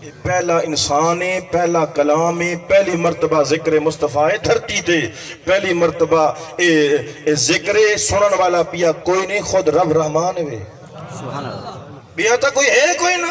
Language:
Saraiki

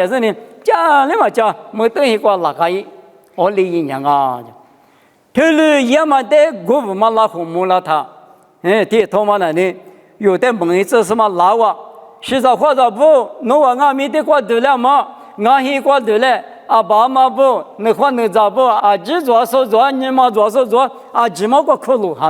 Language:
Lisu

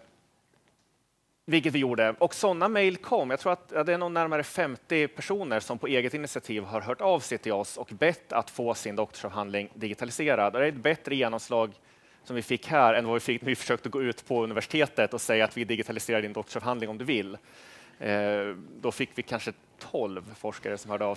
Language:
Swedish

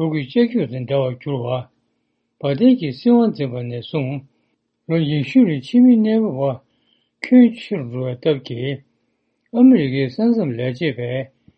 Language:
Tibetan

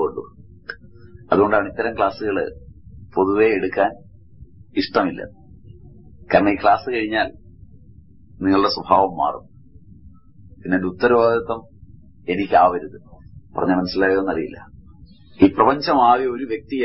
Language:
Malayalam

